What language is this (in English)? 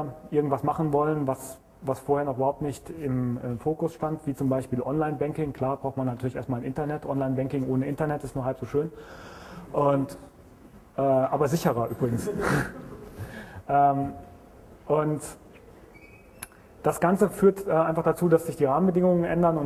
German